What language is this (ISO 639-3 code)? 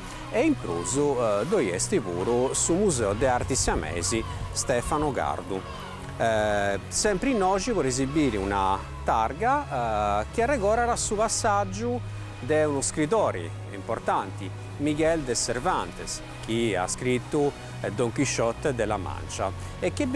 srd